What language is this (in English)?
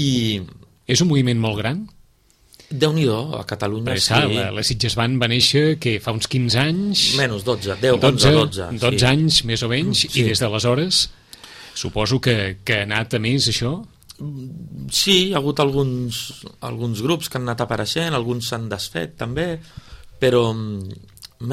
Catalan